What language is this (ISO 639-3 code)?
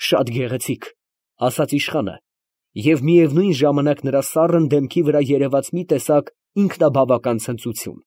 hye